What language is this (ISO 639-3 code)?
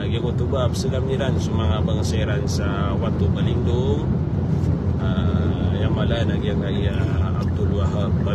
mrw